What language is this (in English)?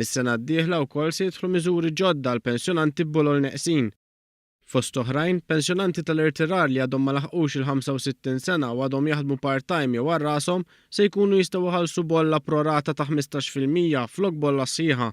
Maltese